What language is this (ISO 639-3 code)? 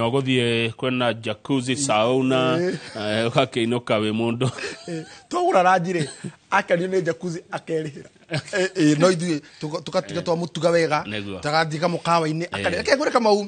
kik